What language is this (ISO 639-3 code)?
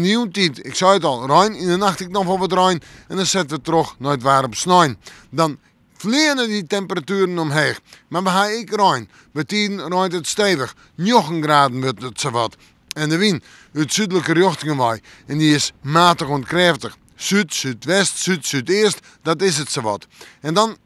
fry